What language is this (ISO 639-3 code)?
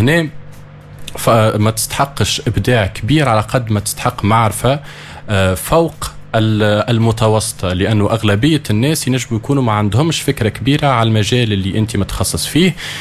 aeb